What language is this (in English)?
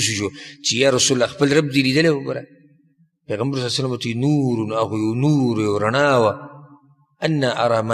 Pashto